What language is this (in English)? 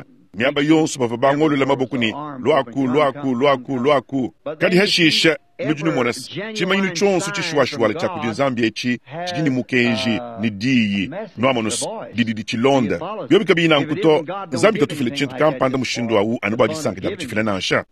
Luba-Lulua